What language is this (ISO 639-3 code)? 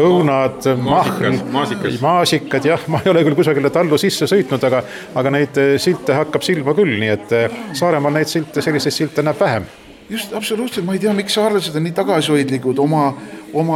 est